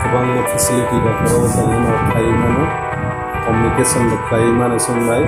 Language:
Kok Borok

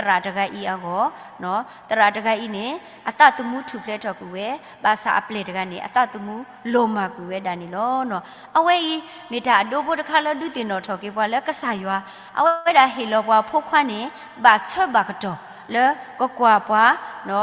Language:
S'gaw Karen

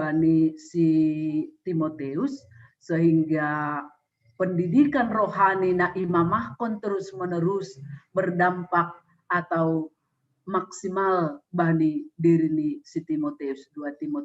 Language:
Batak Simalungun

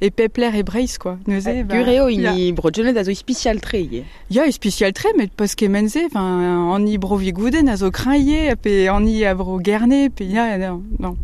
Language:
Breton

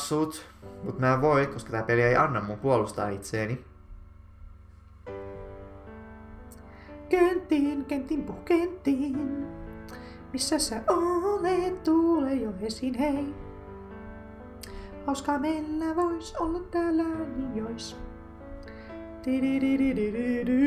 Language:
Finnish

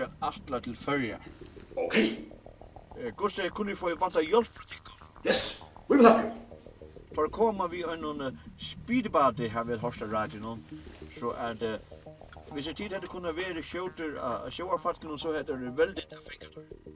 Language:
Faroese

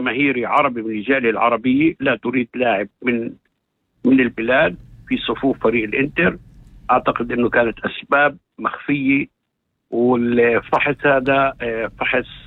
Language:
North Levantine Arabic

